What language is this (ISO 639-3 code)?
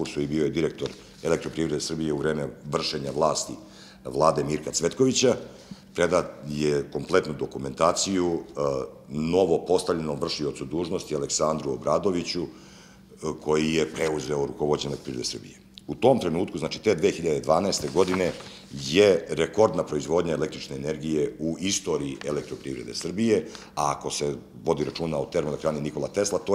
srp